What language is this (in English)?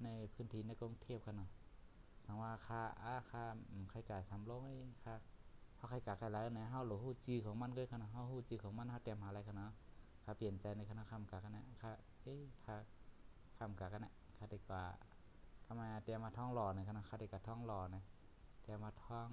Shan